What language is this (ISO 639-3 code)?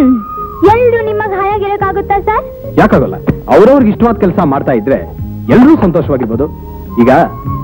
kan